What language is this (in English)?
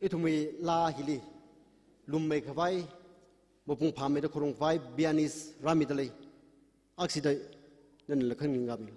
Tangkhul Naga (India)